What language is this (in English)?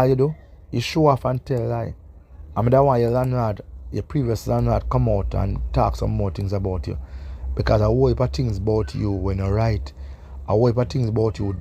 Jamaican Creole English